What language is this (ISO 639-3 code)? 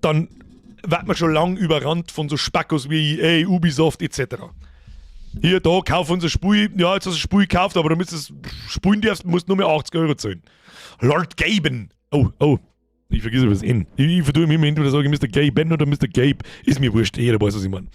bar